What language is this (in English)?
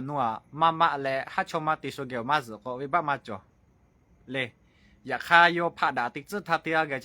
Lahu